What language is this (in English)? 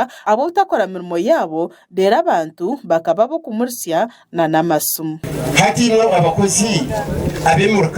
Nyankole